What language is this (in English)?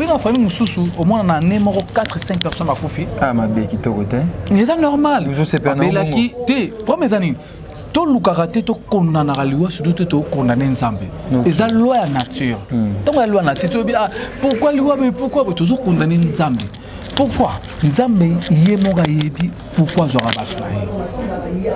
Lingala